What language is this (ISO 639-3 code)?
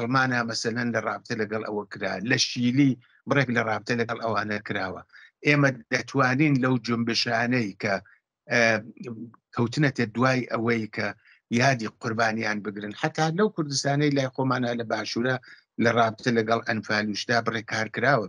ckb